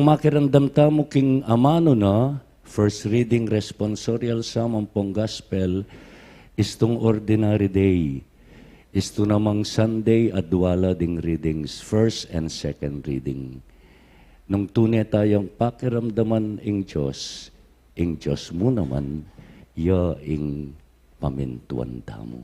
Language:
Pampanga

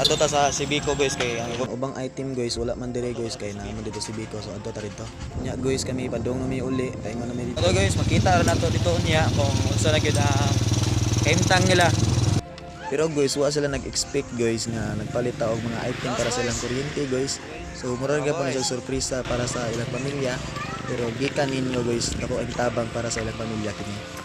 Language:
Cebuano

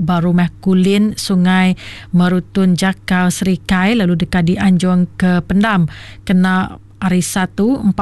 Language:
Iban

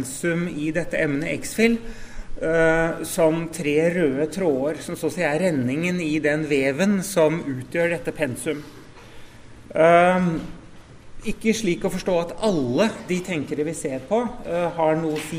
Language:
Norwegian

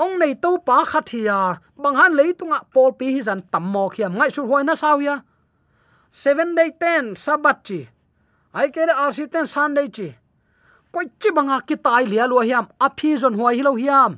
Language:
Tedim Chin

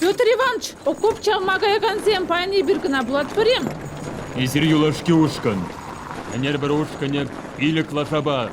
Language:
Chuvash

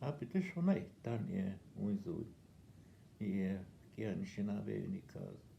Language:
Northwestern Ojibwa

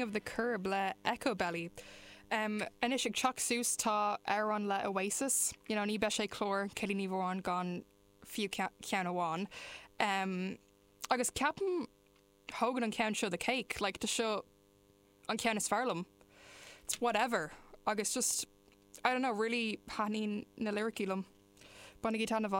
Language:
Irish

